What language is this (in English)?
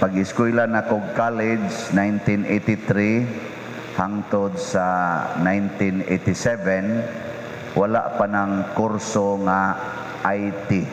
Cebuano